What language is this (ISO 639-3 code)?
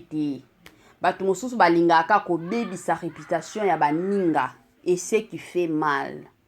lin